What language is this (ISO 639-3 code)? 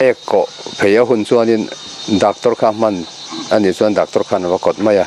lus